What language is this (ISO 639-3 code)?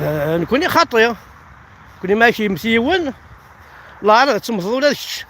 kab